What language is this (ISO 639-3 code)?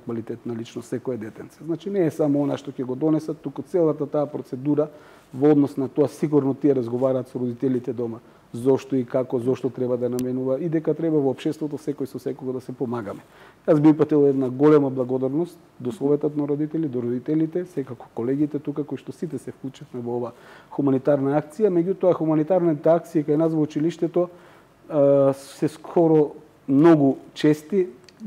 mkd